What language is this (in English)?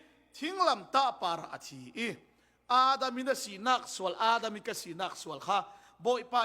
Falam Chin